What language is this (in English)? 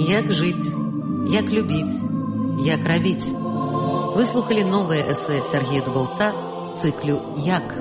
Belarusian